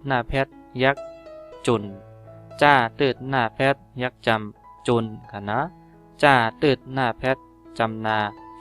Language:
Shan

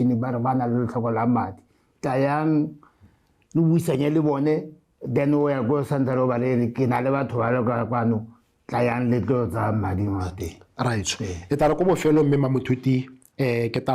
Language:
Tswana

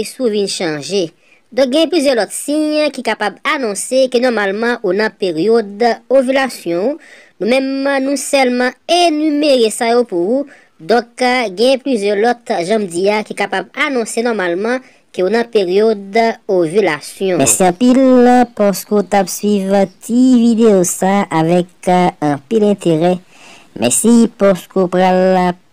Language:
Haitian Creole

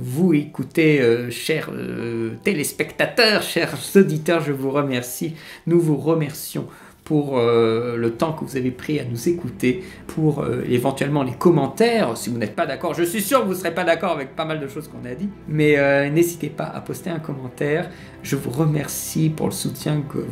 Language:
French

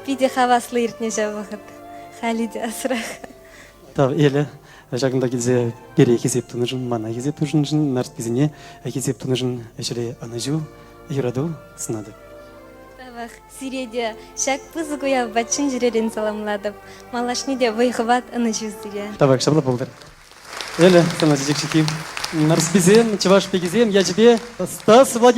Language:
Chuvash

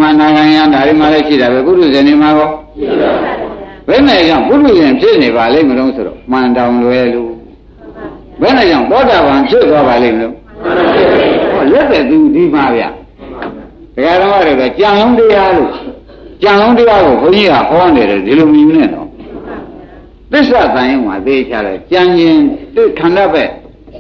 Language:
Burmese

